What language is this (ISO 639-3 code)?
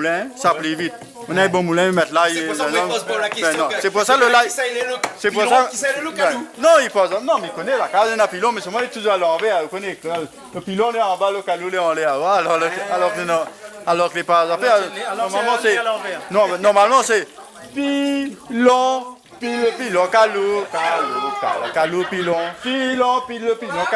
rcf